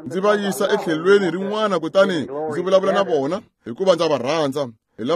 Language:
Tsonga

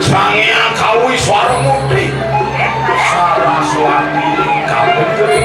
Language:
Balinese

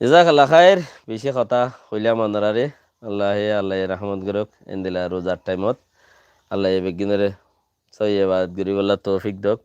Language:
Rohingya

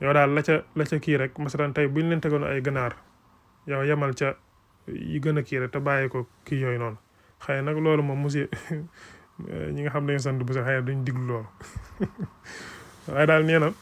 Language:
Wolof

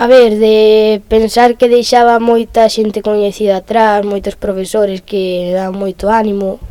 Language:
Galician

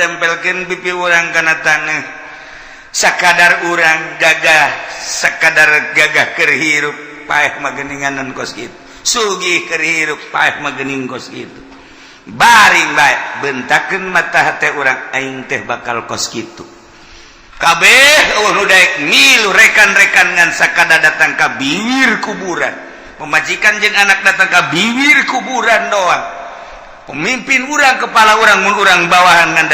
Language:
Sundanese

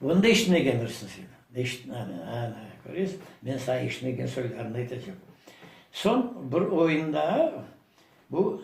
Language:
Crimean Tatar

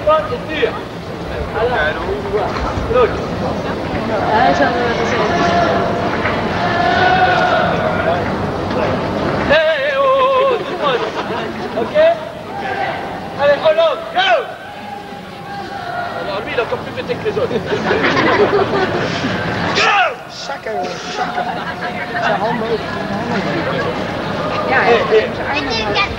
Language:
Dutch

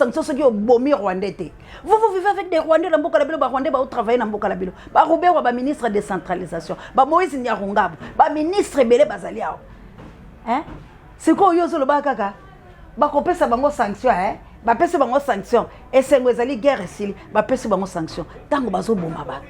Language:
Lingala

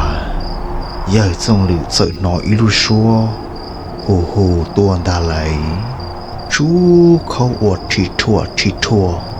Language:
Hmong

